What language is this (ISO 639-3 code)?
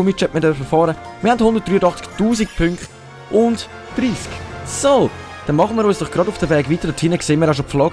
gsw